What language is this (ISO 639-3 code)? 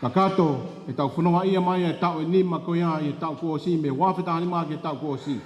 ton